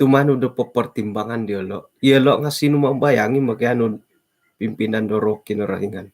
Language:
Central Dusun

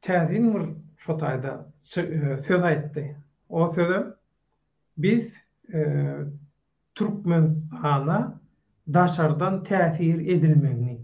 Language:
Turkmen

